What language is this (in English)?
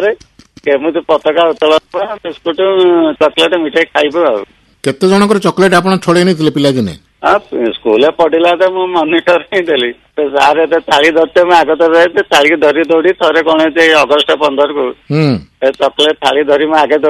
Odia